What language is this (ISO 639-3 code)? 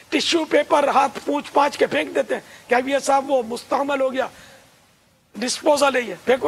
urd